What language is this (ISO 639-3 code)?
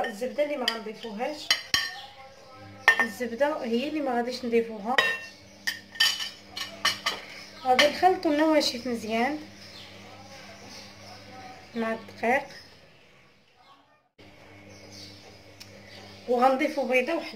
ary